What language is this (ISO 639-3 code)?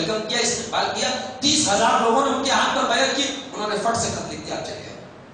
urd